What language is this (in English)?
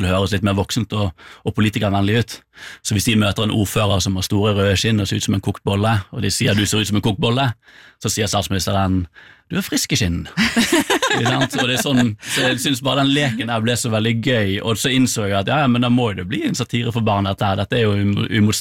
Norwegian